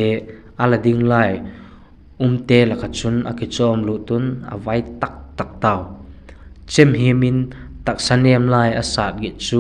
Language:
Vaiphei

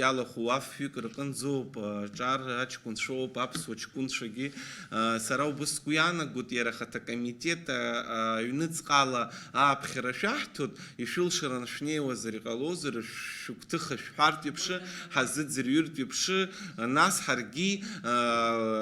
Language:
Abkhazian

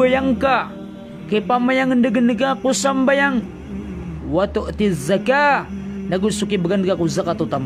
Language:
Maranao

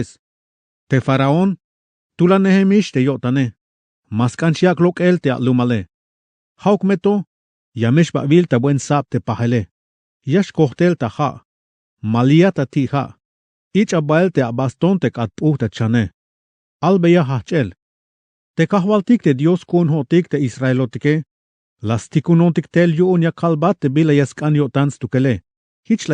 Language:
Tzeltal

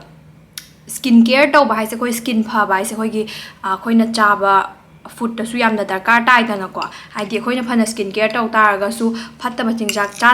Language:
Manipuri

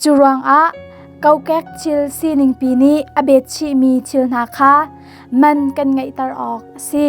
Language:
Hakha Chin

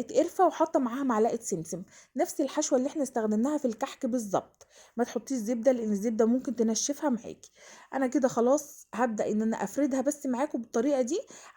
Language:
Egyptian Arabic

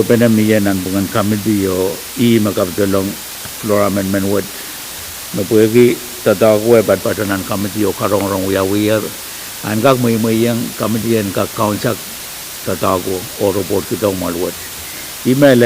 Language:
Pohnpeian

